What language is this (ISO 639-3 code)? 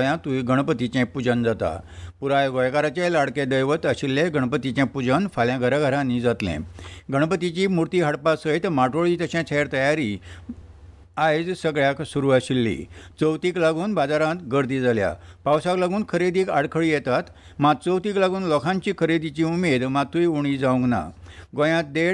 kok